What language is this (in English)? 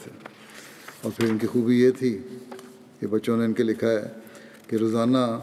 Urdu